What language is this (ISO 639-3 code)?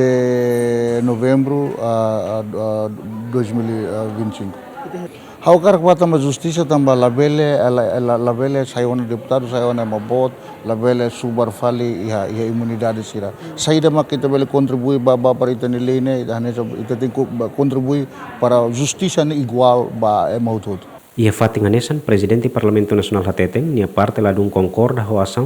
tet